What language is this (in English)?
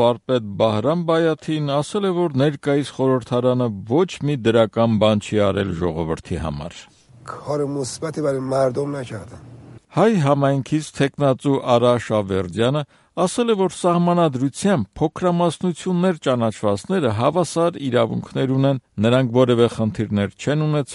Armenian